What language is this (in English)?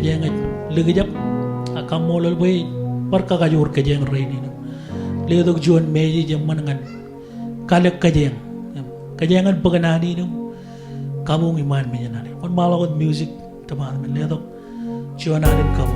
Marshallese